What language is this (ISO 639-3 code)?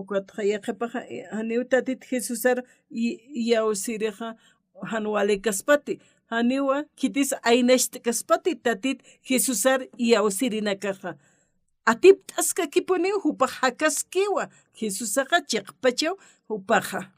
aym